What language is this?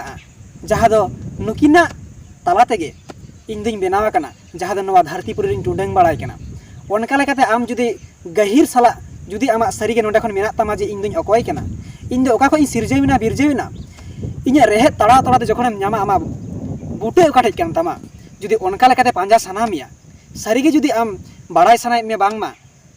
Santali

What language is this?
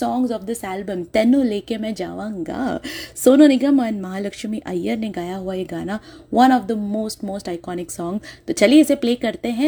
Hindi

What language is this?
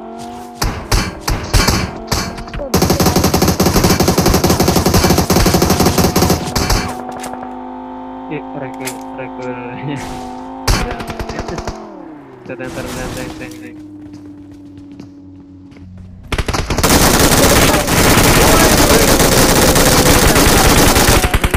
Indonesian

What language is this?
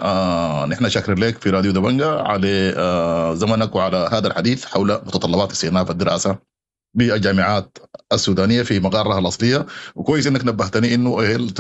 Sudanese Arabic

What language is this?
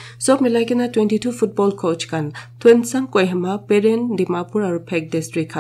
Naga Pidgin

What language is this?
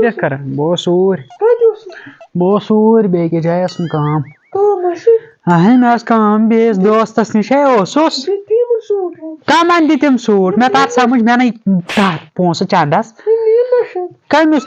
Kashmiri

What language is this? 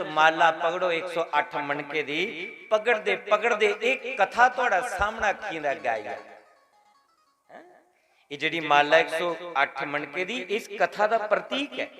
Dogri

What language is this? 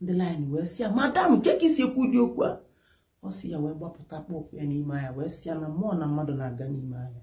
Igbo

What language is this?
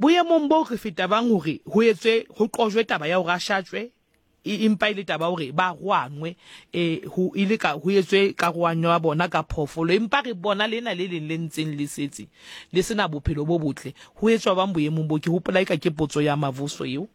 Southern Sotho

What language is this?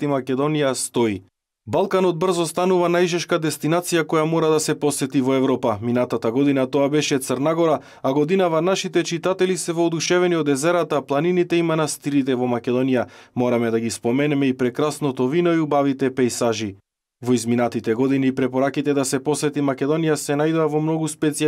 Macedonian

